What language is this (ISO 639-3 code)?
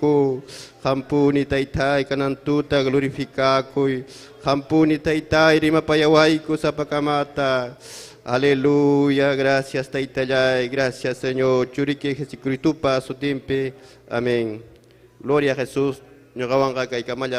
quy